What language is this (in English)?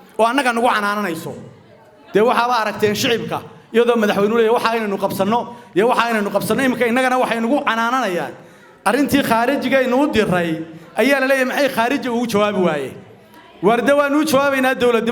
Somali